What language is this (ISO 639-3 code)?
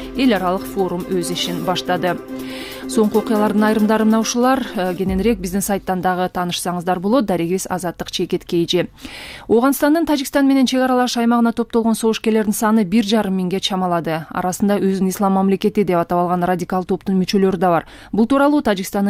kir